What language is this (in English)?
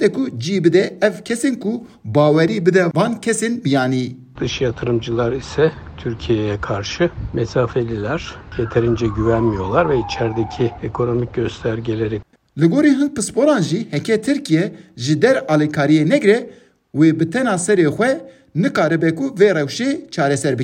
Kurdish